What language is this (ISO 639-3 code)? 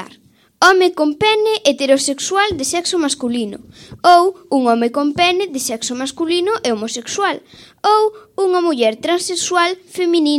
glg